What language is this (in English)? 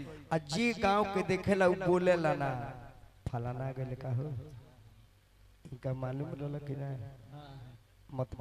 Bhojpuri